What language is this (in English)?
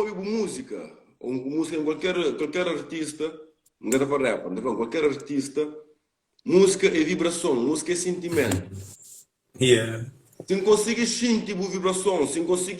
Kabuverdianu